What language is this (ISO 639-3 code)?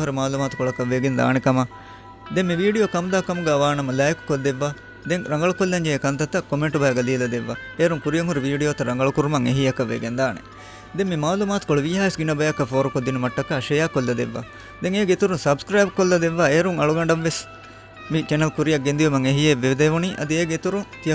div